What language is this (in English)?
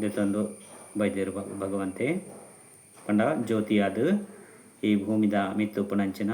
Tulu